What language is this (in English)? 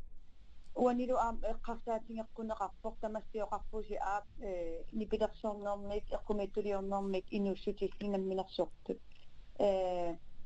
Kalaallisut